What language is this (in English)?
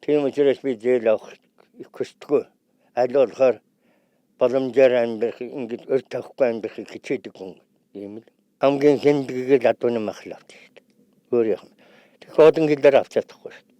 Mongolian